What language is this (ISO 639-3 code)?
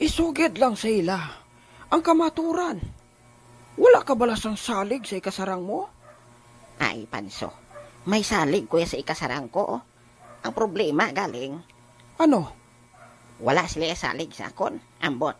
hil